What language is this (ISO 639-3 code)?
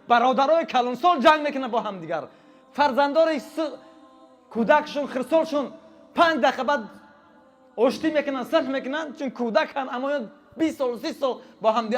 tgk